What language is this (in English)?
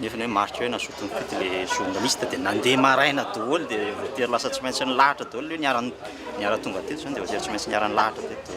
Malagasy